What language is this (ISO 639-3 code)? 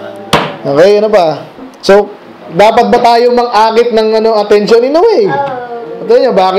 fil